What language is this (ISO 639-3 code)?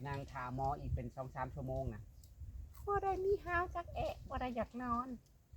tts